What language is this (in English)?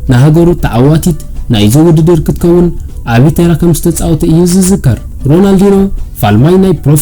Tigrinya